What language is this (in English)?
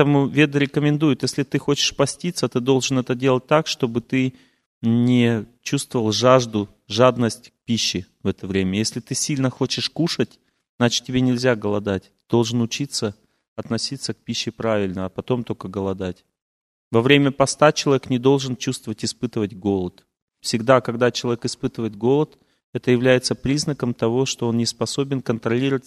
Russian